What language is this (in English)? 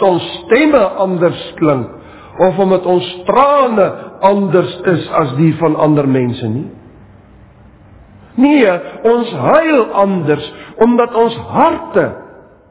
Afrikaans